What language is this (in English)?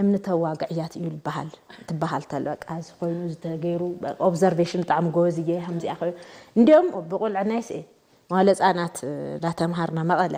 Tigrinya